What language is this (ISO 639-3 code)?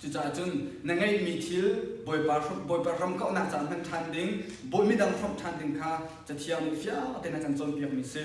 cnh